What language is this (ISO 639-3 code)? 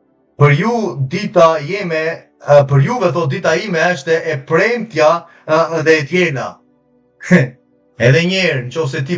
sqi